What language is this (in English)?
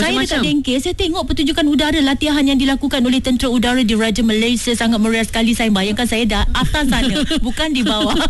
Malay